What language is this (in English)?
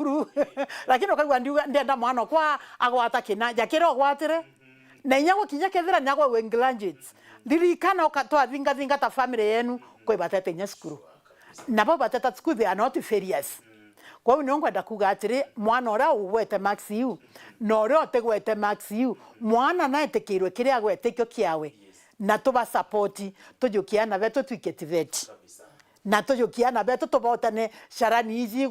Meru